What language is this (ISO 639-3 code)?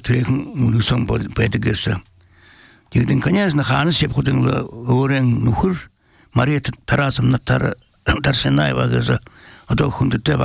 bel